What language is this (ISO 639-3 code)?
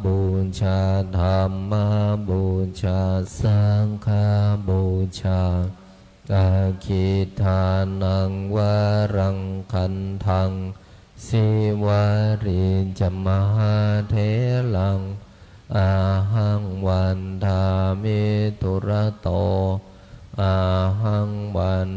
pli